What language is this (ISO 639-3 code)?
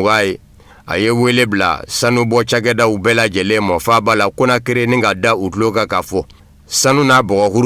bam